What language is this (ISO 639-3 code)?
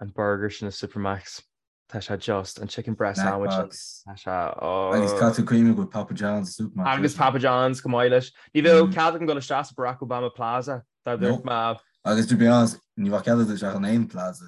gle